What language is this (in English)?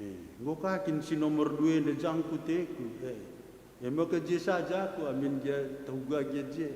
Batak Karo